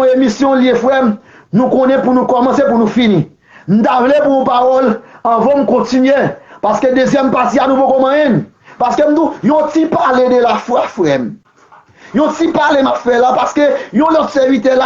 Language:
Haitian Creole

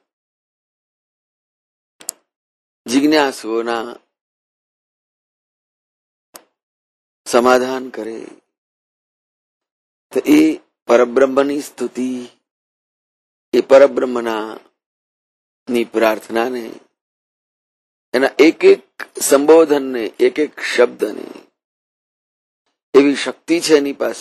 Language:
Gujarati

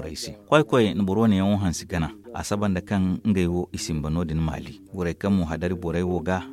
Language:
Zarma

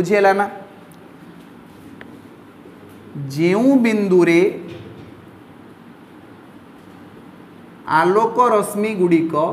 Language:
Odia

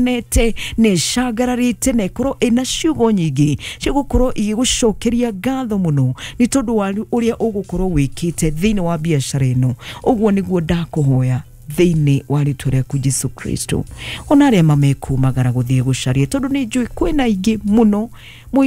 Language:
Kikuyu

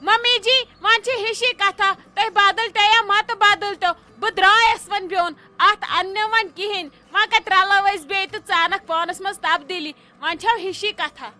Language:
Kashmiri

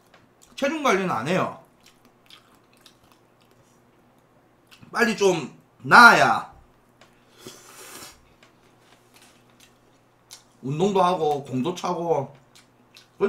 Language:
Korean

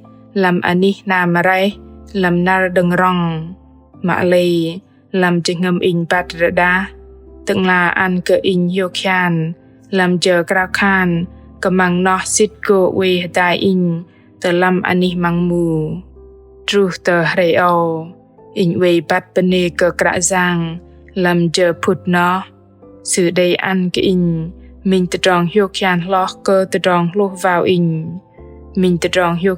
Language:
Bahnar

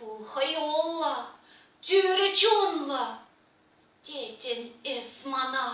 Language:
Chuvash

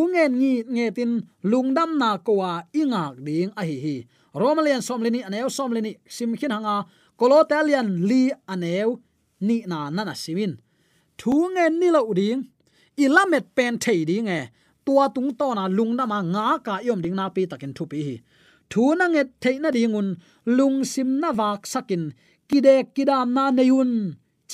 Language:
Tedim Chin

